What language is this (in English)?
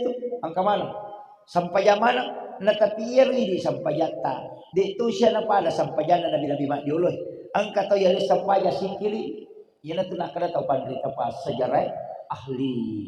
Buginese